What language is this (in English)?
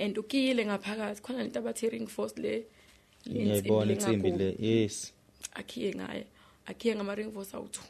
Zulu